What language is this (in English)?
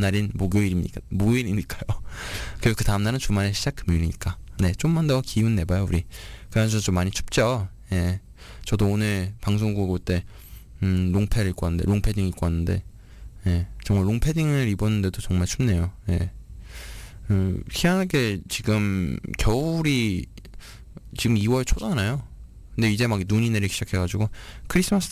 Korean